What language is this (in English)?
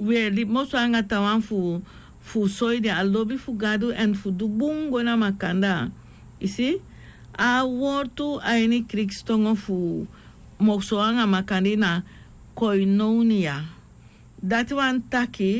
Sranan Tongo